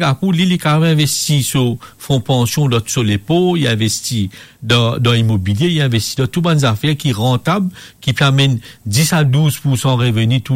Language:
Morisyen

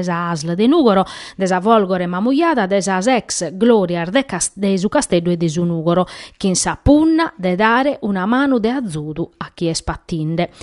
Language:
Sardinian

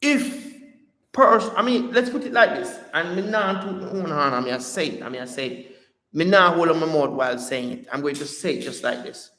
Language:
Jamaican Creole English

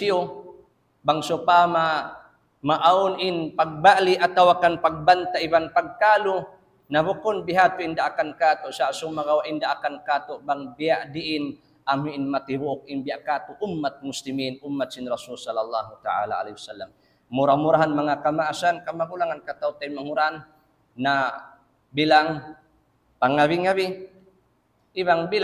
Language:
Tausug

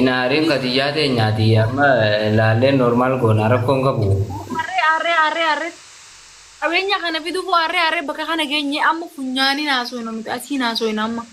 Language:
Oromo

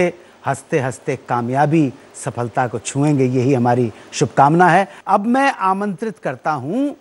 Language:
Hindi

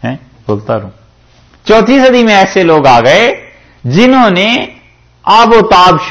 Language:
Urdu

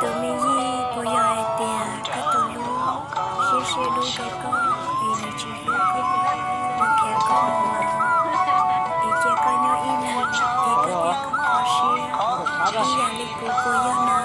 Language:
Hmong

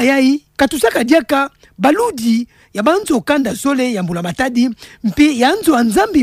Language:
Kituba (Democratic Republic of Congo)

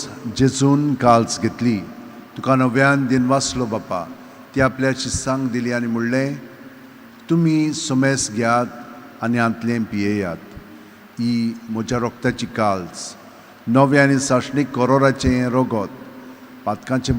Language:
Konkani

